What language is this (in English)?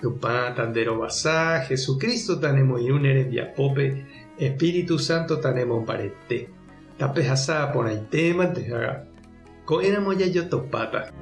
Guarani